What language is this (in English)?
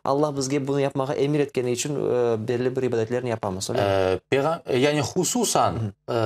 Crimean Tatar